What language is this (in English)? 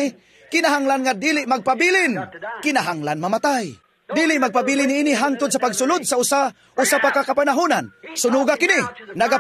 Cebuano